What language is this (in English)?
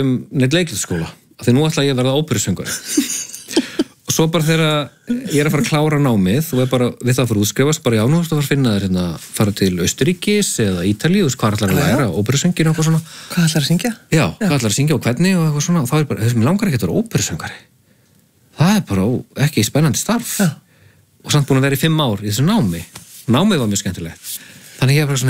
Icelandic